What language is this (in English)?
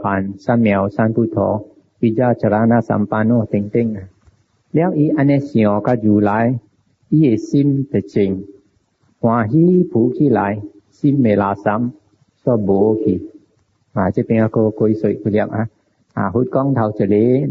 Min Nan Chinese